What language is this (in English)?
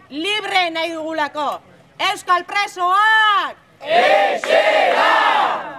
Basque